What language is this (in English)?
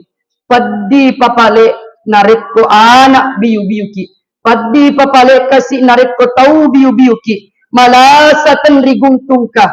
Buginese